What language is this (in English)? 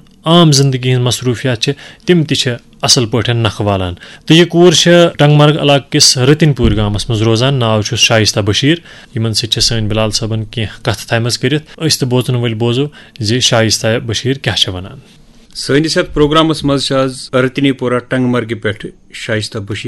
Kashmiri